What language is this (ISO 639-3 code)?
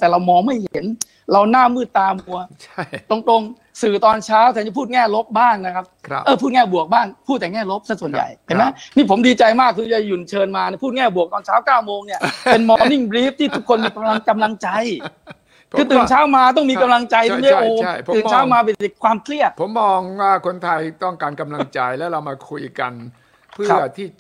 tha